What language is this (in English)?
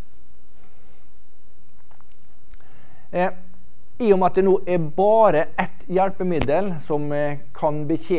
Norwegian